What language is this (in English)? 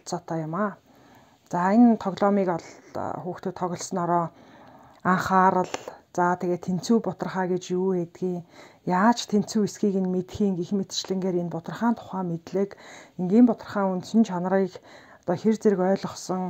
Mongolian